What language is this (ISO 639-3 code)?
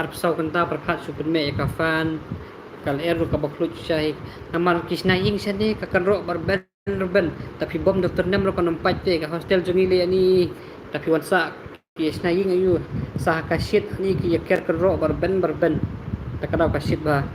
kha